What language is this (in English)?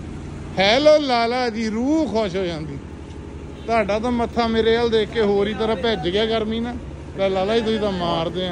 Punjabi